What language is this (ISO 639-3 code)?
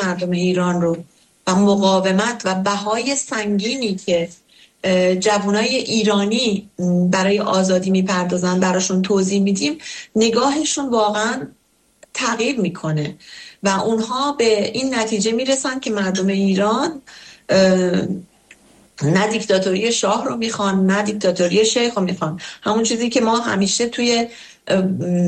fas